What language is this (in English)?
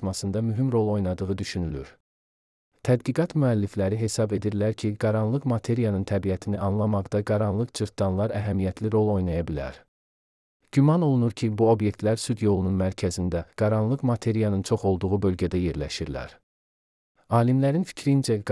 Azerbaijani